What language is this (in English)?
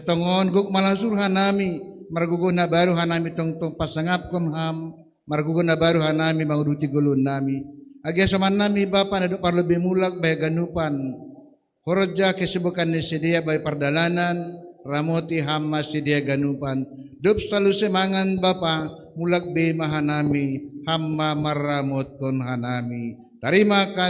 Batak Simalungun